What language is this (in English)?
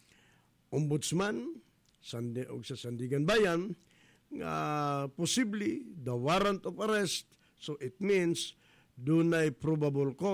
Cebuano